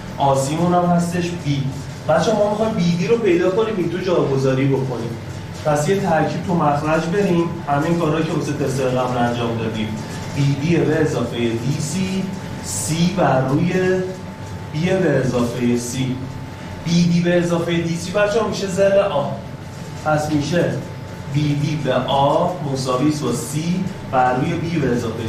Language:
Persian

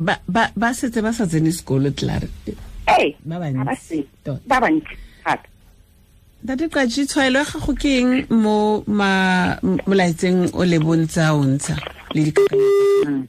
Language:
Tswana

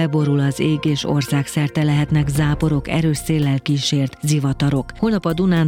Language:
Hungarian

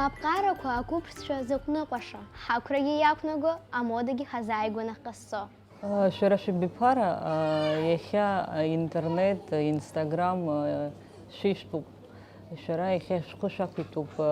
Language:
Abkhazian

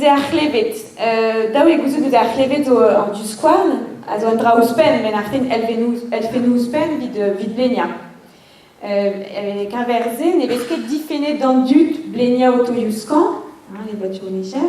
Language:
Breton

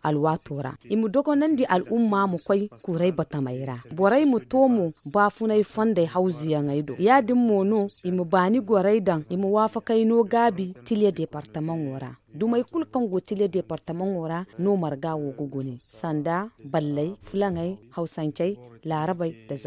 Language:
Zarma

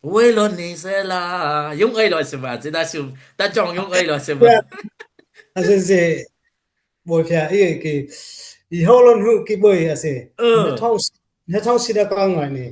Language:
Dimasa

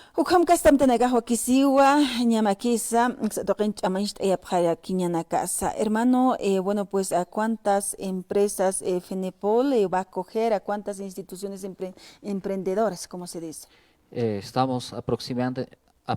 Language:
Aymara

